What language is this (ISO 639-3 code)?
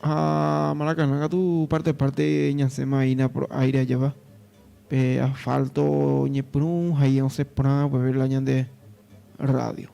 grn